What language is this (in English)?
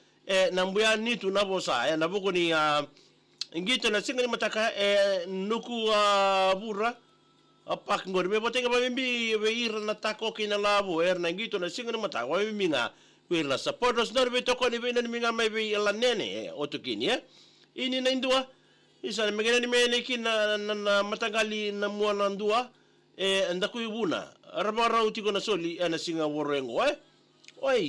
Fijian